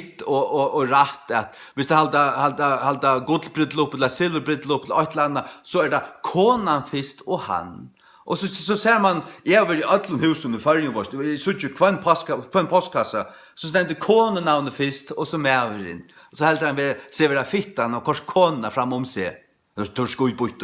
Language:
Faroese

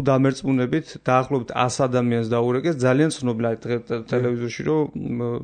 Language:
Georgian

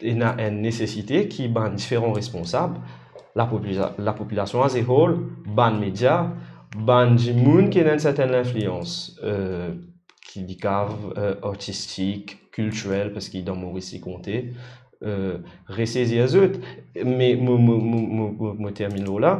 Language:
Morisyen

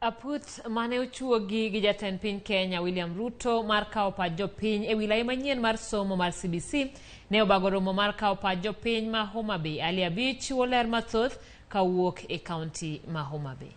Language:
Luo (Kenya and Tanzania)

